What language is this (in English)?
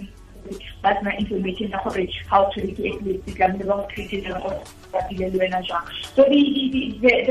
Tswana